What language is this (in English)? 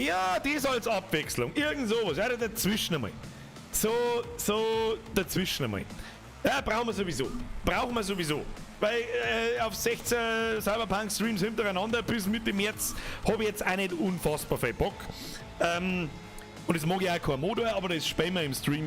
Bavarian